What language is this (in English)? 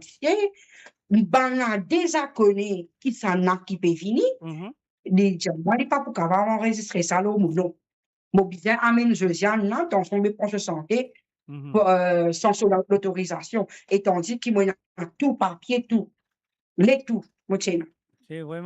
Morisyen